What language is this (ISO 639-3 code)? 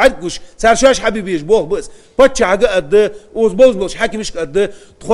inh